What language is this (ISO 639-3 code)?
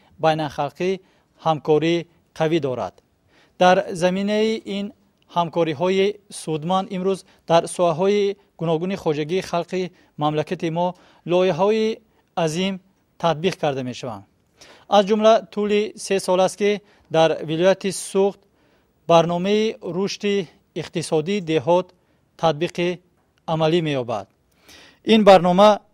tgk